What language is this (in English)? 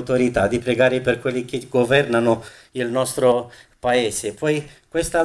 Italian